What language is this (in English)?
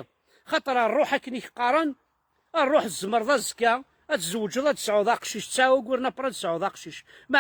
Kabyle